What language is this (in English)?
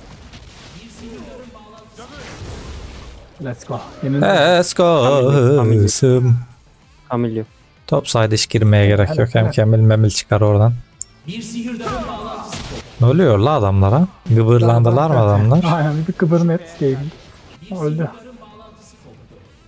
Turkish